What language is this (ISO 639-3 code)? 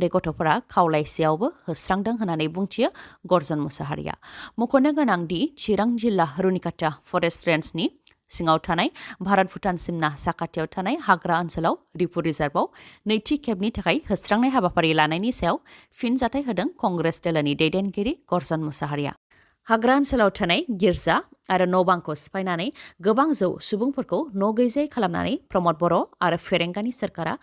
brx